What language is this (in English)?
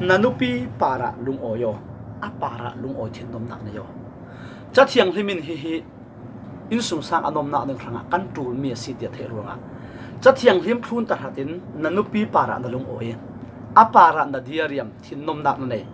Falam Chin